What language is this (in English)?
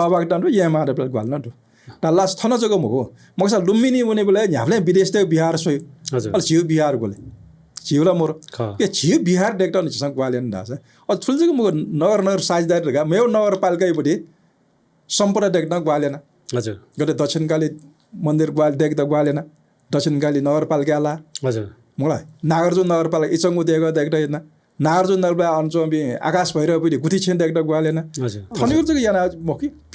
Newari